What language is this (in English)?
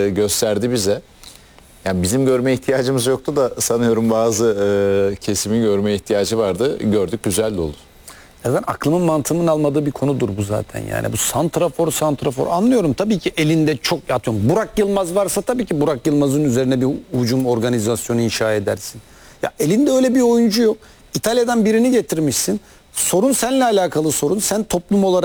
Turkish